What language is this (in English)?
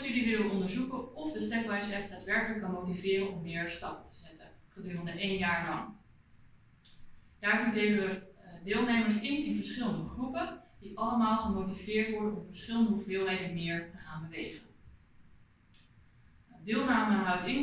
Dutch